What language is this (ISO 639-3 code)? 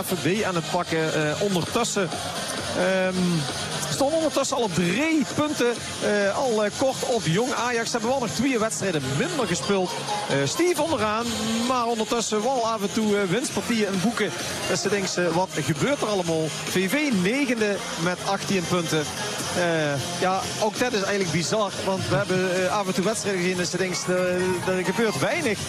nld